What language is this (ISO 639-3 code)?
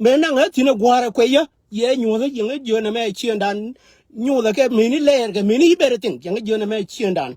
nus